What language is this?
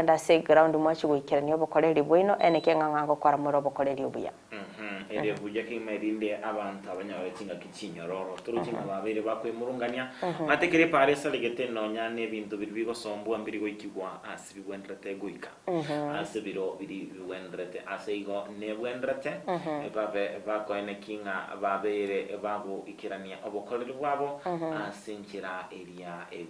Gusii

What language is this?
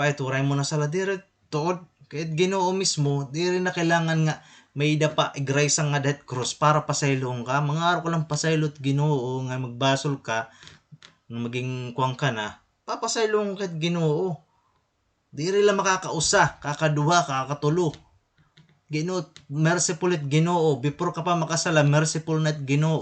Waray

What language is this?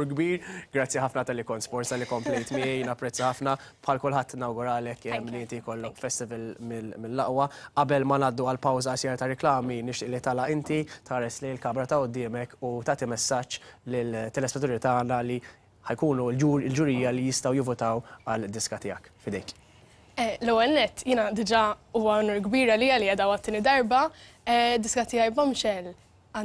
Maltese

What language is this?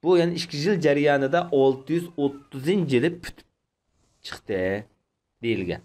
Uyghur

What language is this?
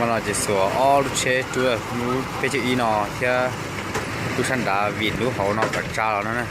Hmong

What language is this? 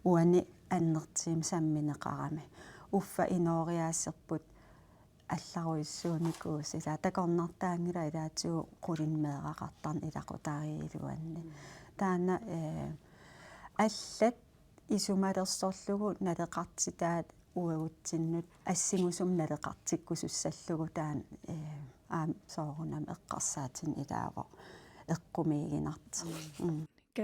Kalaallisut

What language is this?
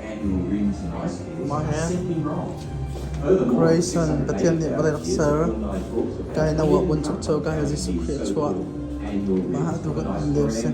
Hakha Chin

